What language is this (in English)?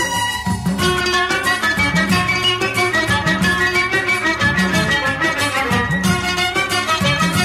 Malayalam